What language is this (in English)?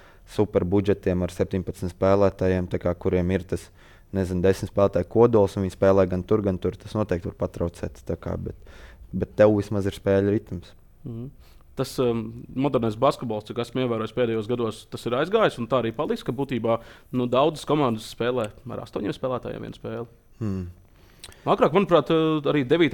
Latvian